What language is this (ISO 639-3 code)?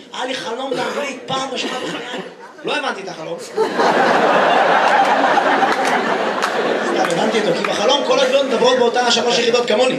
heb